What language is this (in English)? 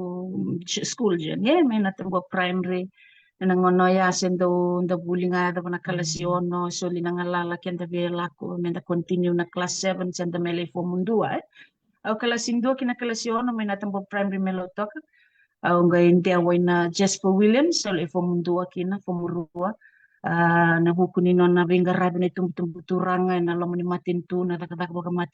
Fijian